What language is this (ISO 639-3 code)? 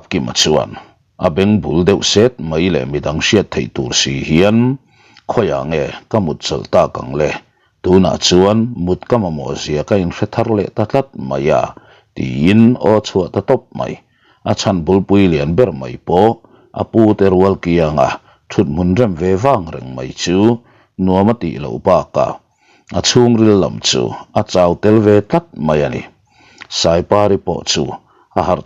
lus